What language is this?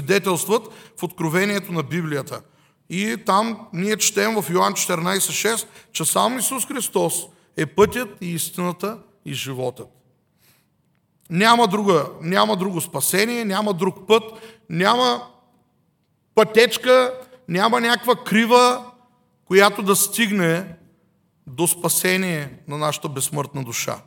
Bulgarian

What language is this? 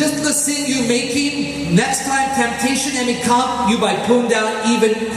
Tok Pisin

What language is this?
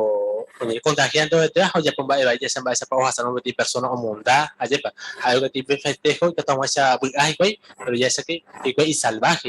Guarani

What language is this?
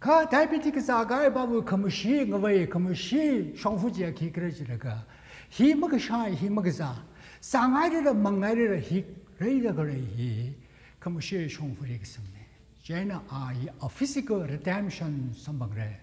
Tangkhul Naga (India)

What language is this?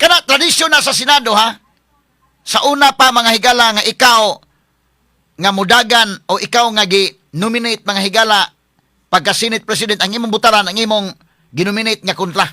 Cebuano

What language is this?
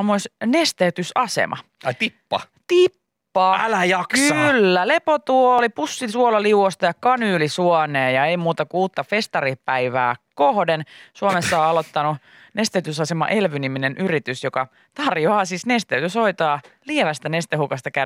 Finnish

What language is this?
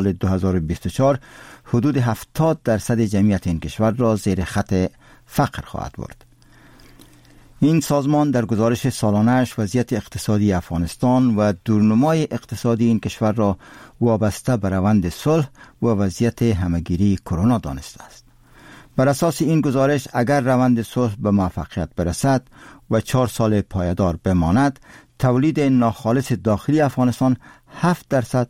Persian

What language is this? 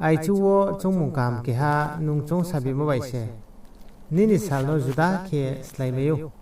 Riang (India)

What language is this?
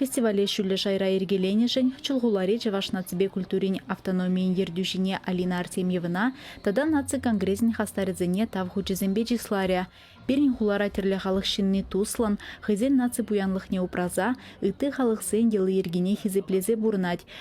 Chuvash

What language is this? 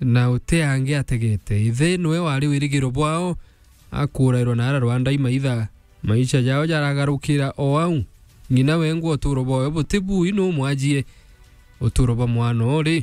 Meru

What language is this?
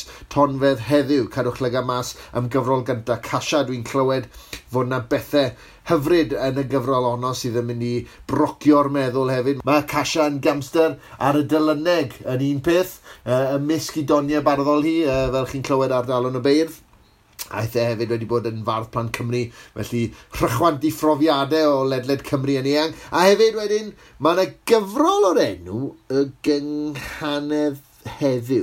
Welsh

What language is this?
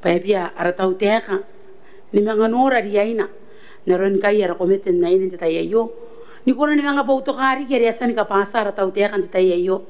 Gilbertese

